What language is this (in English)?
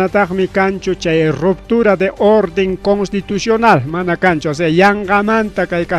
Ayacucho Quechua